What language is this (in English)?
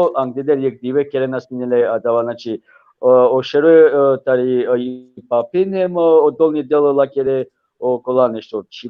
Balkan Romani